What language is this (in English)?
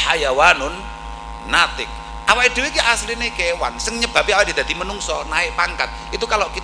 Javanese